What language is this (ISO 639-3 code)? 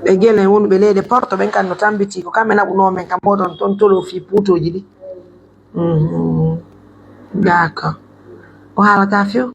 fuf